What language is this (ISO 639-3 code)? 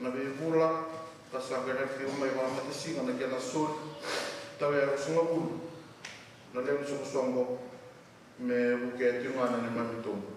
fij